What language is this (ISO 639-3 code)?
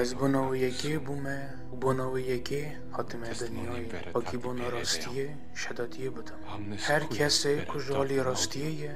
kur